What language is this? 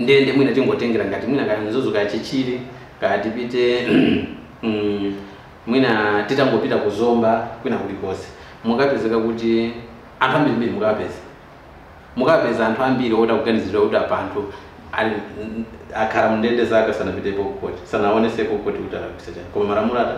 Nyanja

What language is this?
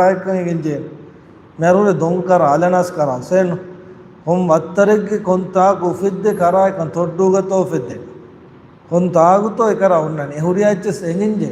Divehi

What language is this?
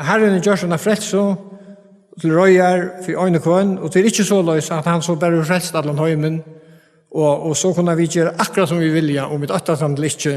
Faroese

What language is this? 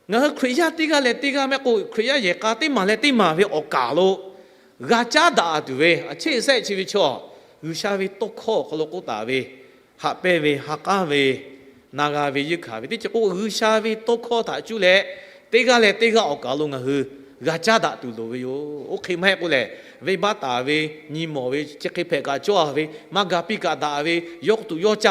Lahu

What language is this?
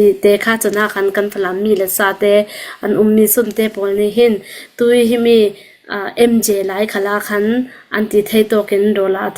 Hakha Chin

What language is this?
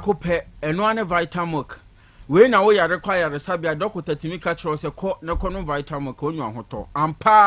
Akan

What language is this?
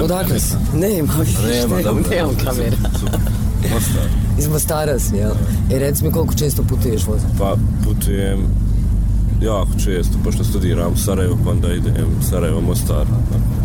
Bosnian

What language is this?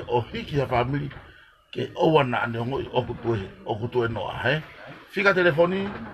Tongan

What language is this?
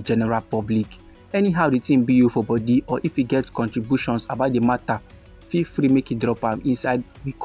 Nigerian Pidgin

